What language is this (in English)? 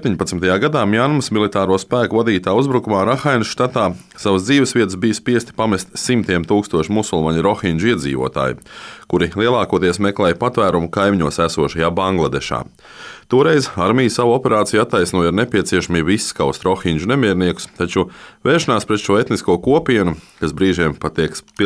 Latvian